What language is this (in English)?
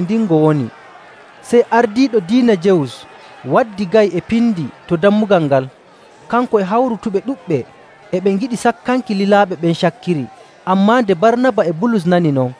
Nigerian Fulfulde